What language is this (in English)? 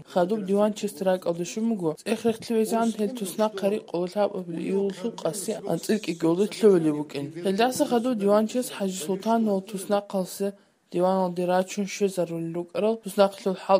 Avaric